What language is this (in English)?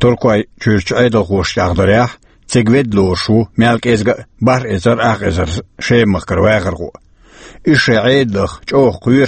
Chechen